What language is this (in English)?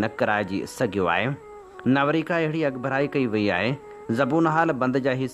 Sindhi